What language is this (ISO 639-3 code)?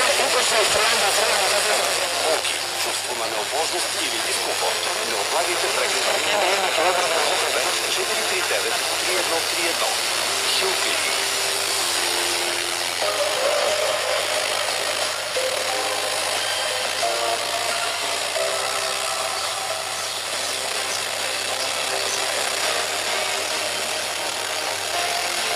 bul